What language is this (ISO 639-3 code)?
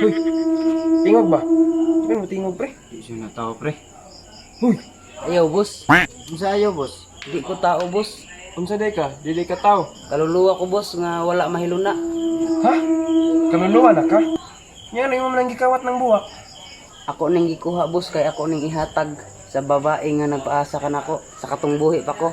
ceb